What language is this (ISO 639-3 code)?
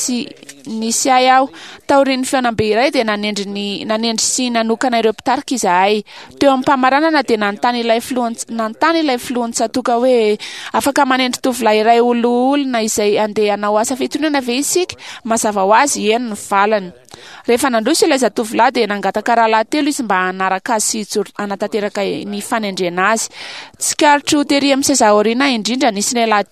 mlg